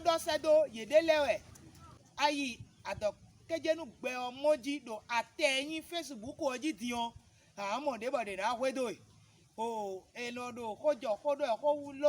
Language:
Fon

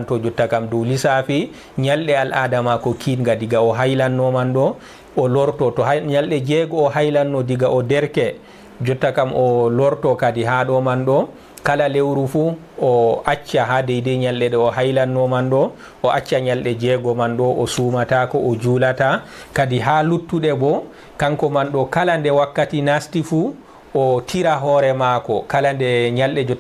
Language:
Fula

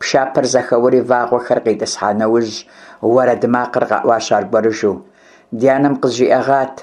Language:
Kabardian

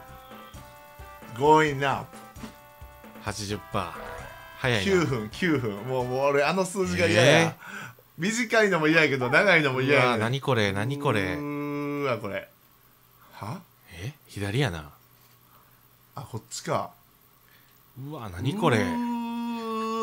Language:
Japanese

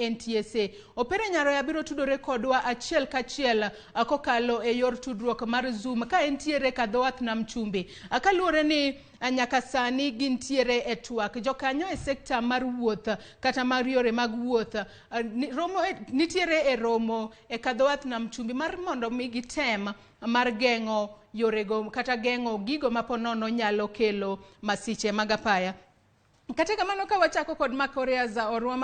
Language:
Luo (Kenya and Tanzania)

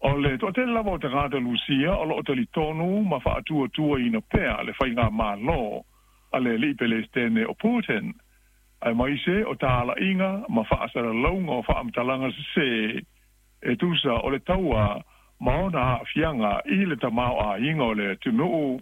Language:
Samoan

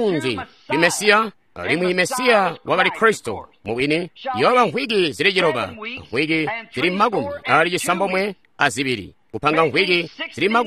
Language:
Tonga (Zambia)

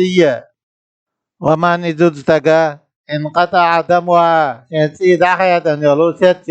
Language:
Chechen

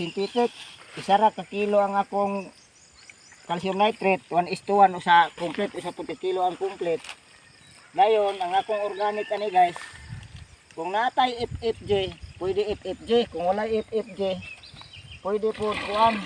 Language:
Cebuano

